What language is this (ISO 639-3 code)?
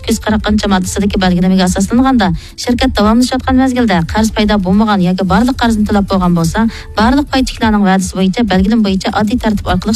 uig